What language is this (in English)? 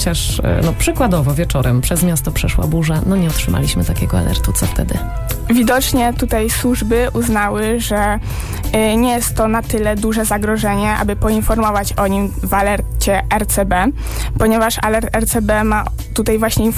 Polish